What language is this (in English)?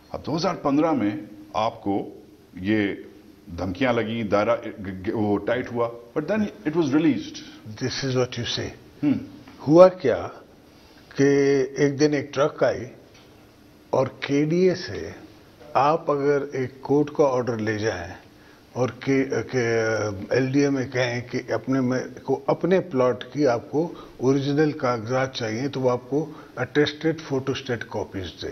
Urdu